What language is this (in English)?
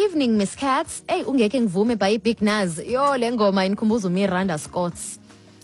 Xhosa